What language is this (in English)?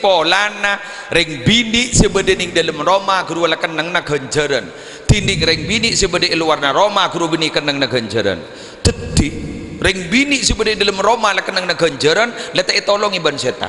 Madurese